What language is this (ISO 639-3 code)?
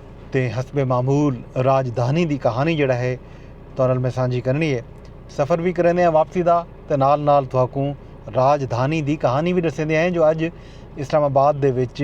skr